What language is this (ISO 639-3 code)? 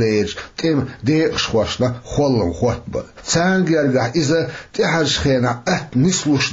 che